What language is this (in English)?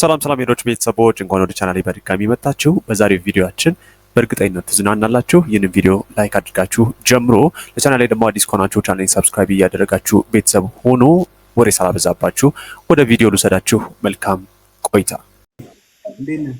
Amharic